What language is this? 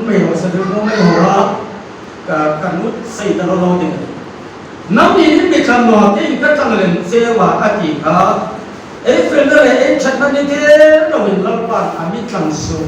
Hmar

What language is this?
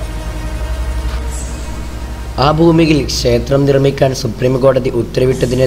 Malayalam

